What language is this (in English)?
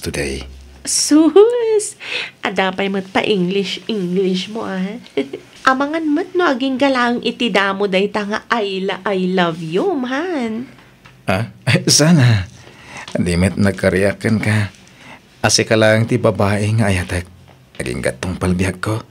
Iloko